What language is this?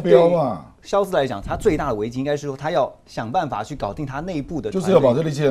Chinese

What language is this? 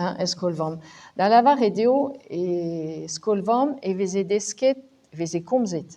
Breton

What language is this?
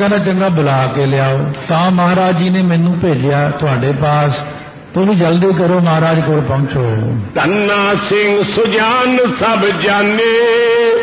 Punjabi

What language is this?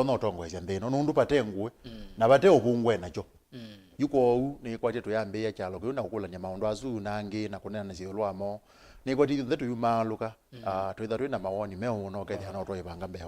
Kamba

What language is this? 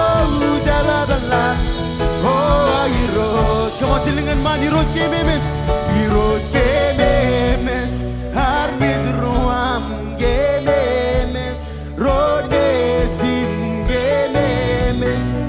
Marshallese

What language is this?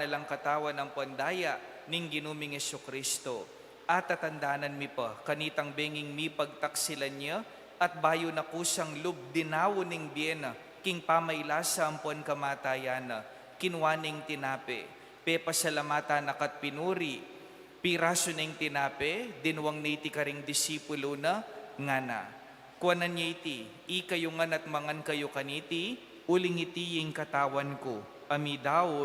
Pampanga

